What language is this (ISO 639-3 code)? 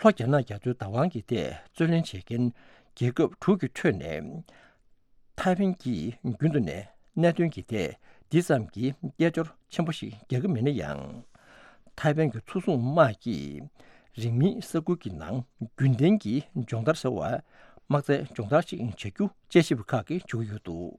bod